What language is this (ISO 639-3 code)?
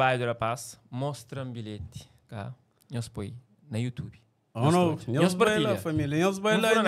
kea